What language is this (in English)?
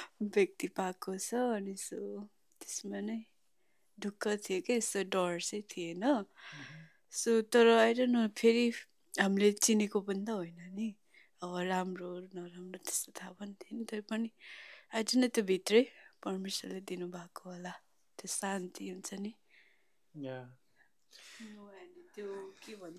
Nepali